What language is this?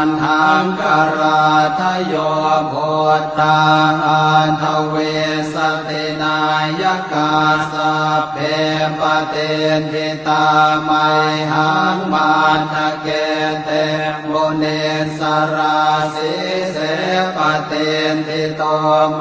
Pali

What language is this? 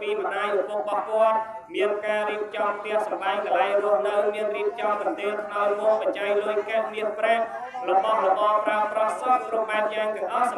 Khmer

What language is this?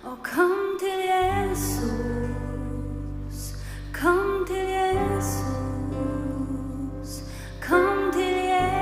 Faroese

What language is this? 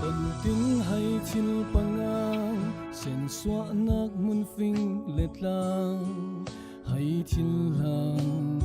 Falam Chin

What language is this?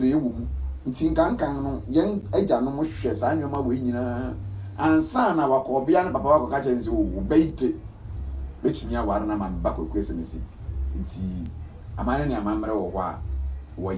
Akan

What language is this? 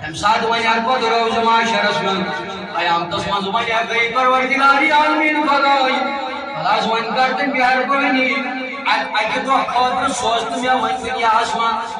Kashmiri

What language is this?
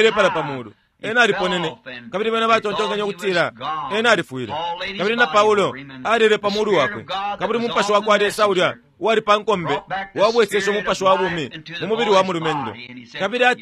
Bemba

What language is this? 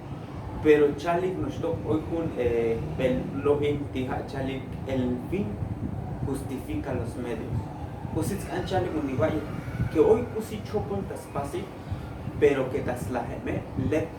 Tzotzil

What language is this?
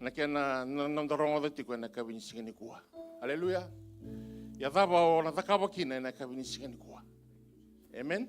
Fijian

